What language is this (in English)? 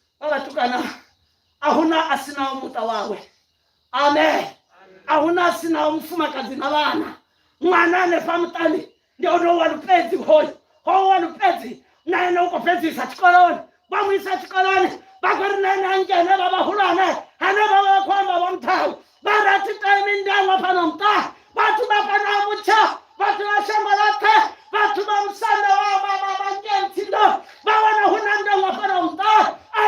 Venda